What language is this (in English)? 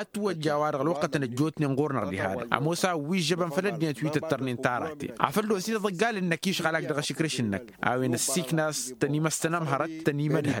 Tamasheq